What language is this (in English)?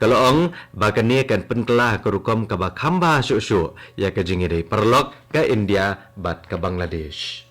Khasi